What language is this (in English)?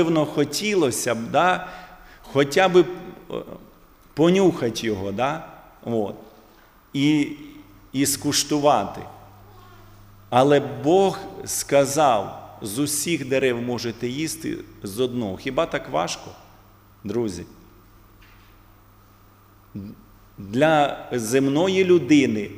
Ukrainian